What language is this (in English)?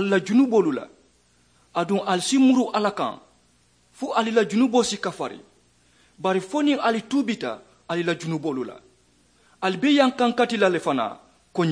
Mandingo